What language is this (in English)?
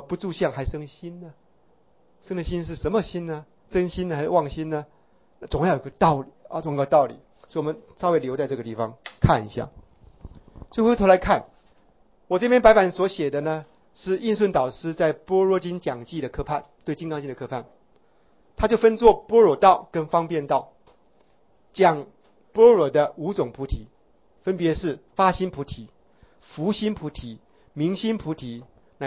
Chinese